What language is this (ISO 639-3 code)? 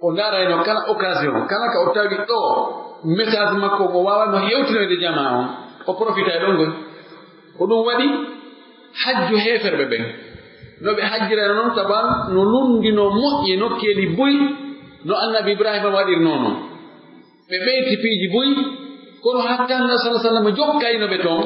fuf